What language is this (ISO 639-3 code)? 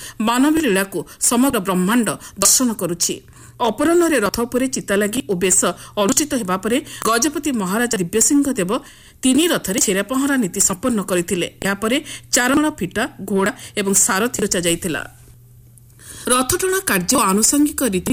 ori